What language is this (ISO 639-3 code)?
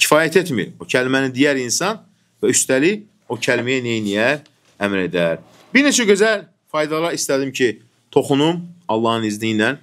aze